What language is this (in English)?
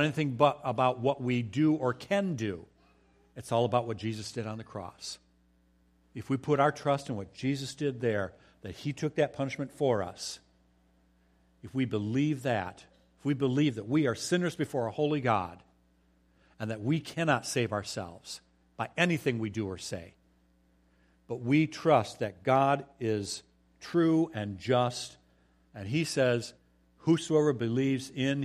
English